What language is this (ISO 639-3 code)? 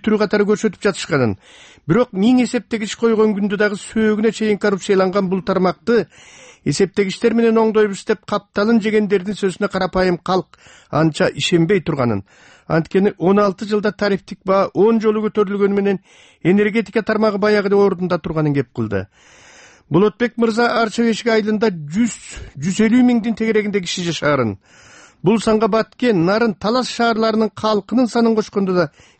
kir